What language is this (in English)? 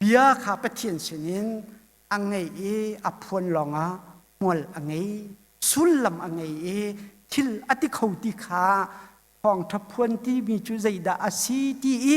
Hakha Chin